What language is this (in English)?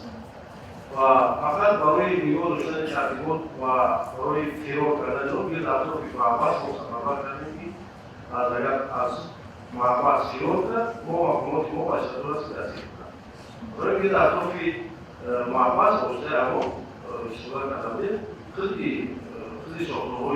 Tajik